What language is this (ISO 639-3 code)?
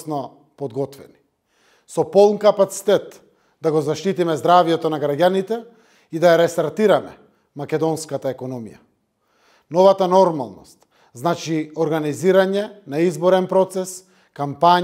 mkd